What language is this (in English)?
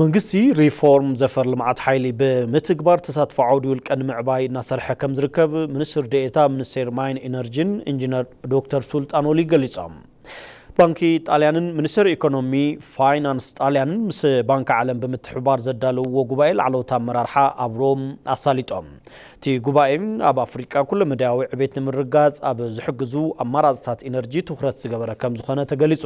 Tigrinya